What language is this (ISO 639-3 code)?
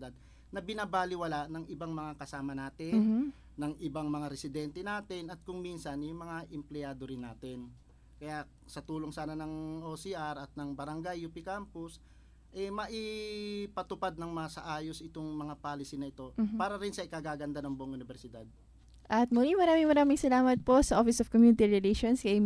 fil